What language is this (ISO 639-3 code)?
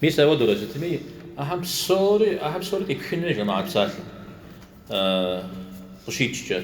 kbd